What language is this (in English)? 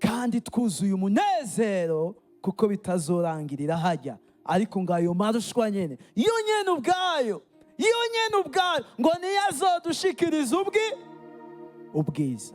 Rundi